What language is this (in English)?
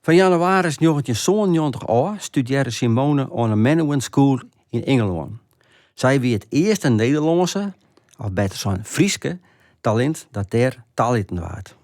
Western Frisian